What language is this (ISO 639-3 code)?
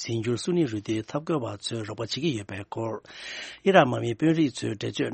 bod